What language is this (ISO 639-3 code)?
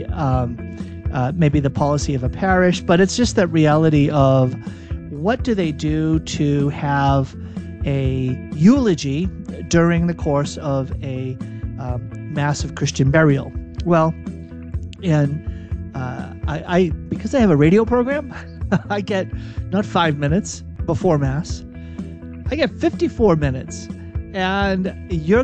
eng